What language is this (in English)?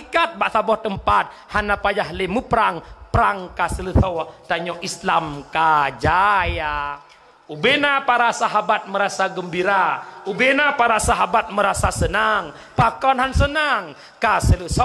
Achinese